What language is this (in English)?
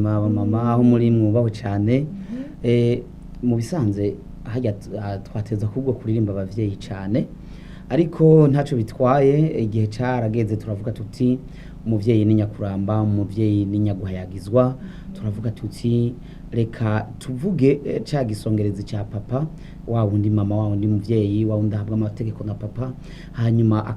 Rundi